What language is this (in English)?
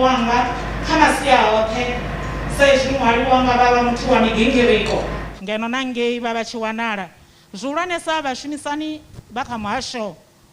Venda